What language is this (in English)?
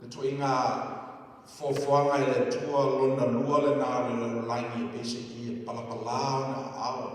Samoan